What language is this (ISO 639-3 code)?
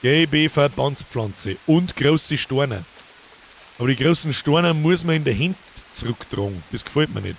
bar